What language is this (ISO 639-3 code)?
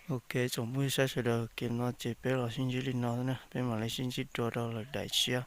hmn